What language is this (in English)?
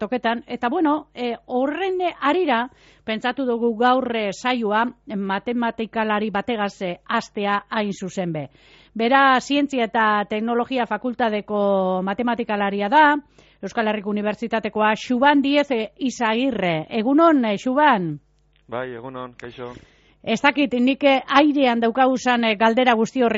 Basque